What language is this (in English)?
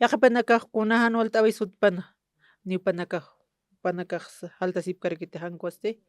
Aymara